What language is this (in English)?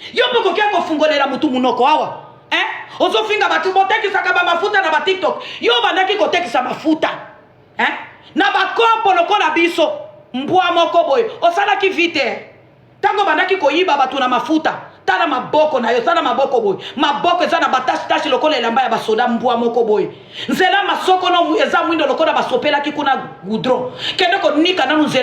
Lingala